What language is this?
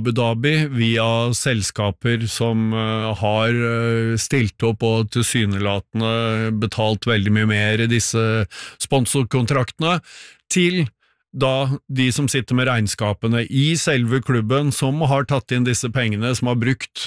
Norwegian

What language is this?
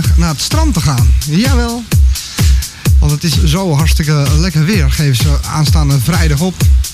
Dutch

